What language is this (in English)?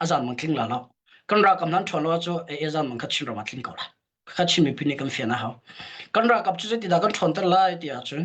Hakha Chin